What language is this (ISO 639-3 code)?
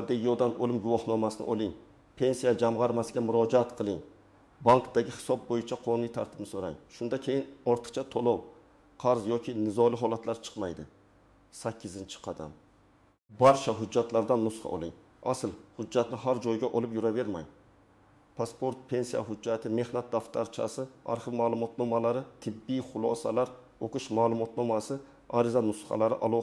uzb